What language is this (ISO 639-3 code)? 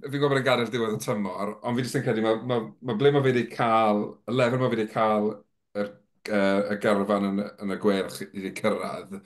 cym